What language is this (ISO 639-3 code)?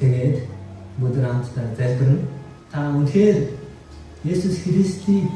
mon